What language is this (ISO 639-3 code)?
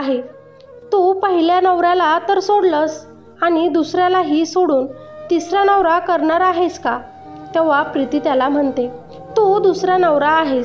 mar